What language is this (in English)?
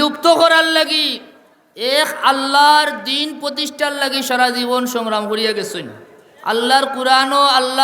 Sylheti